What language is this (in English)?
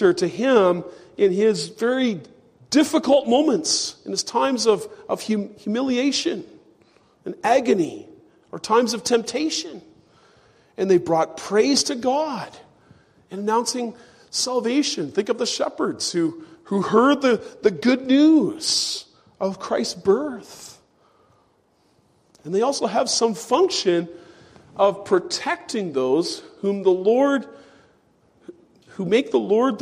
English